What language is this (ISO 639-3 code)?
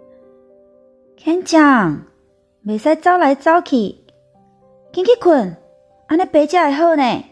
nan